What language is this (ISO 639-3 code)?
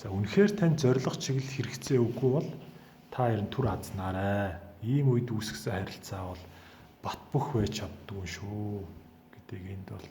mon